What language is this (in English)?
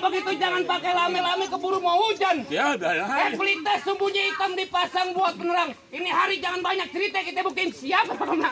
Betawi